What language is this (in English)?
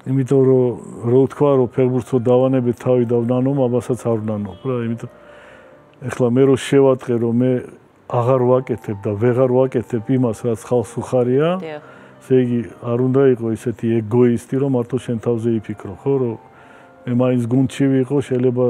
Georgian